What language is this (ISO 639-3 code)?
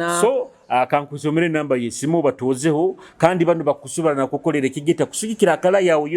nyo